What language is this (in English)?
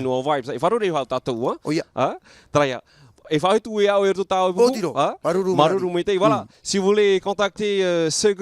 Tahitian